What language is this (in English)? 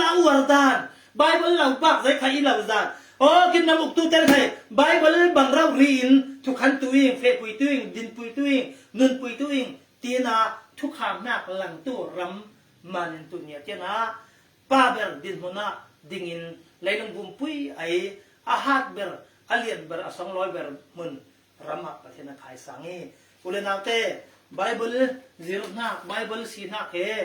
Falam Chin